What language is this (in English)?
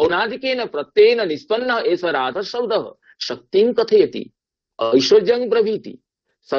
Sanskrit